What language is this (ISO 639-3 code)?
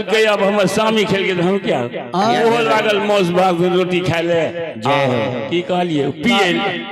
mai